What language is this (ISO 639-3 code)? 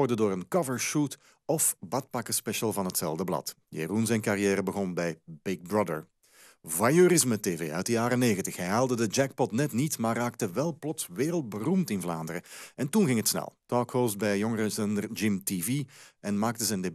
nld